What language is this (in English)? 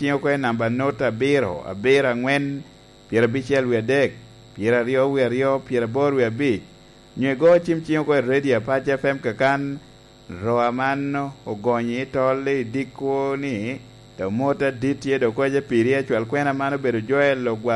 Lango (Uganda)